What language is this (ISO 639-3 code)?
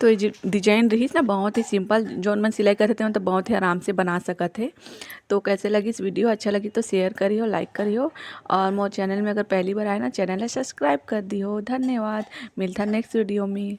hne